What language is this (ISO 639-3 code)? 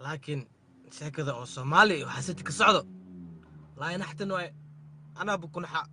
som